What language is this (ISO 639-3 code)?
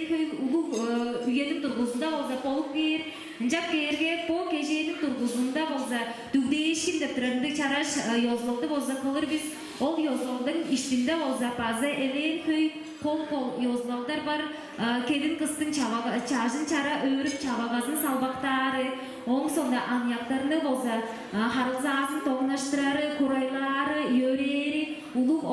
tyv